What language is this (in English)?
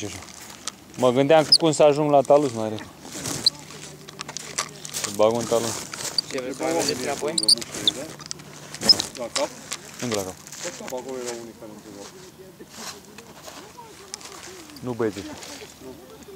Romanian